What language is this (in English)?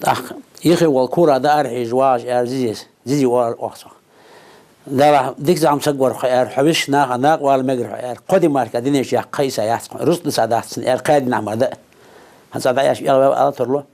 Ingush